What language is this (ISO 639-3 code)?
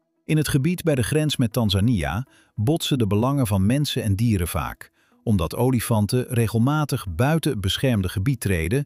nld